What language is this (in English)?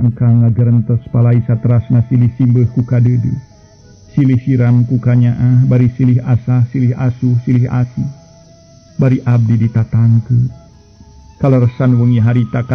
Sundanese